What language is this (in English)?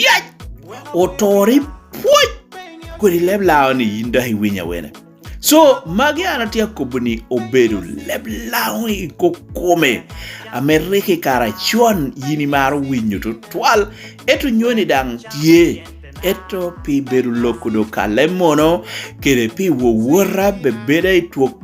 Lango (Uganda)